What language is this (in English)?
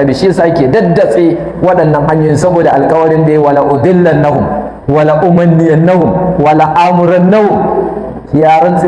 Hausa